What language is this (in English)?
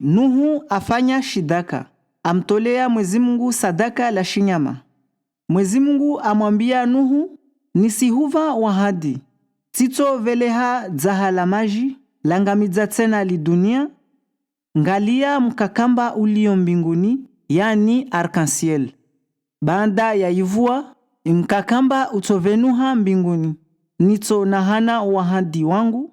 Comorian